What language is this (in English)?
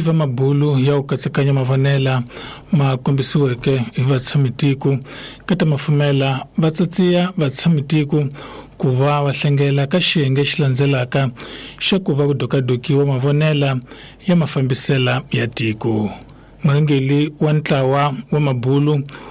Tsonga